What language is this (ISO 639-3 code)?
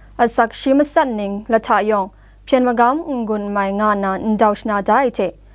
kac